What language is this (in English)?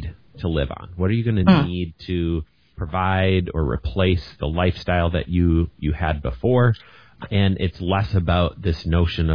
English